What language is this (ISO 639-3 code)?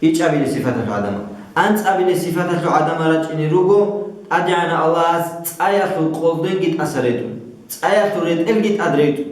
ava